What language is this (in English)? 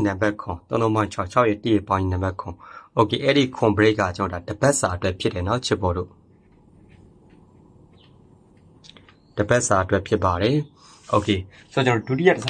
Burmese